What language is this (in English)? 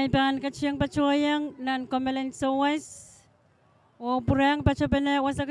Pohnpeian